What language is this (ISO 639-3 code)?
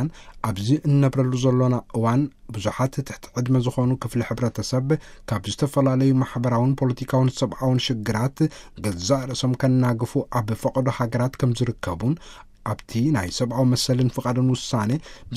tir